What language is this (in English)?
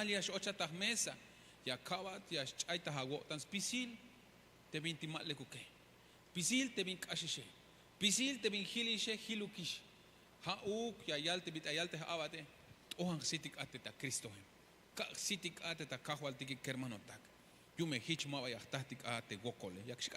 Tzeltal